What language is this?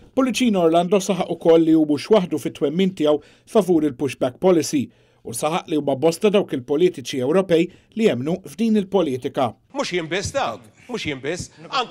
Maltese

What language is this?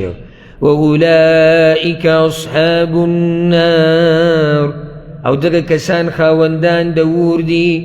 Pashto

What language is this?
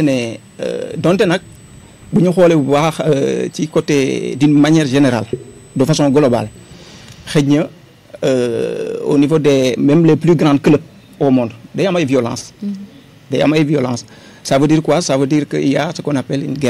Wolof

